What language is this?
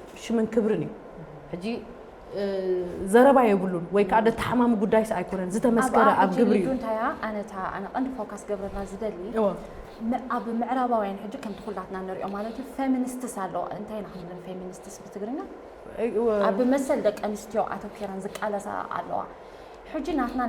Tigrinya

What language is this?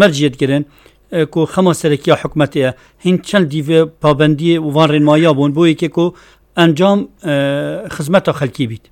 Kurdish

